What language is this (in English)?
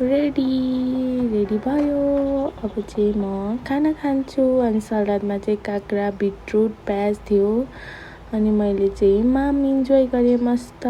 Nepali